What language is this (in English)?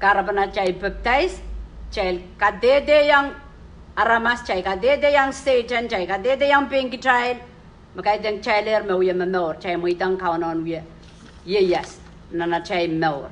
Pohnpeian